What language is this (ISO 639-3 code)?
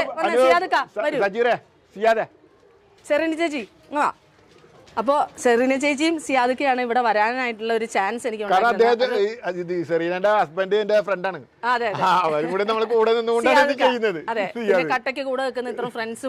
mal